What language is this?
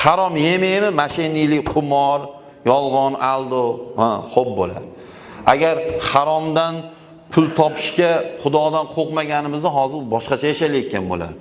Uzbek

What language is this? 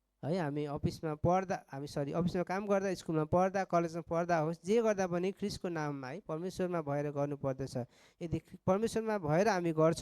Nepali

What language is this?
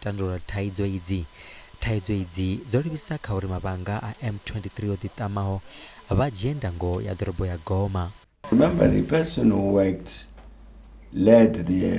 Venda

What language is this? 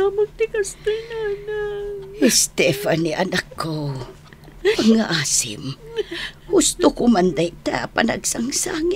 Iloko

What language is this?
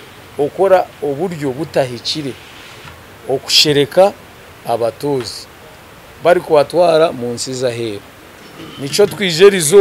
Nyankole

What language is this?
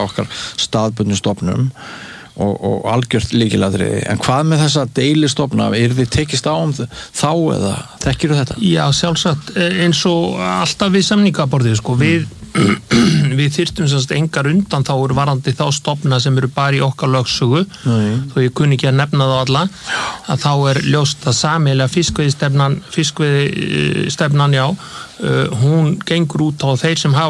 Icelandic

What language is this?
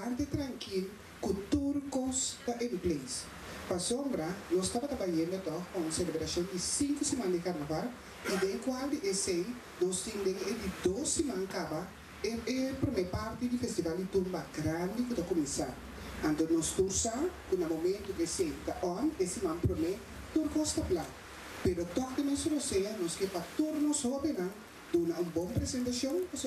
Papiamento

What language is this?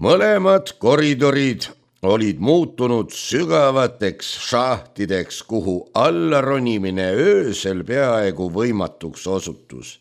Estonian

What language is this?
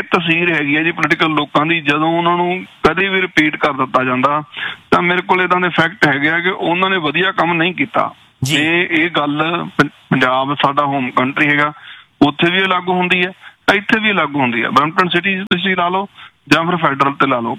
Punjabi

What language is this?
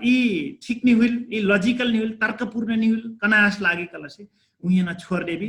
Dangaura Tharu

